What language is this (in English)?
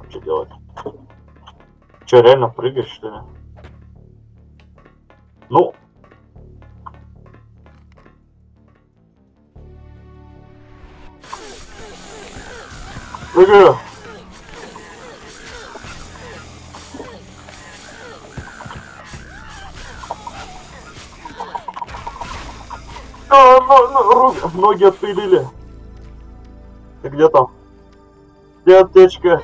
Russian